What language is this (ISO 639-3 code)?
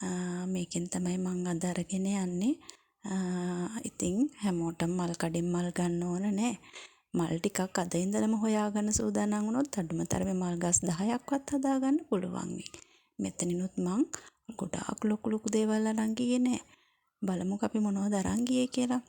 sin